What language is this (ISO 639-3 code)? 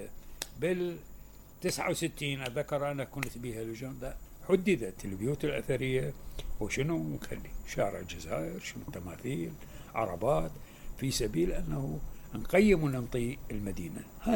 acm